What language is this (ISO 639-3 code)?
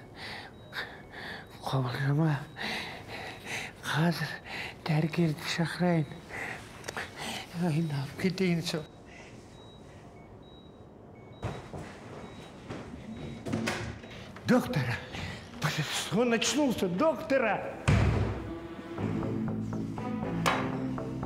kaz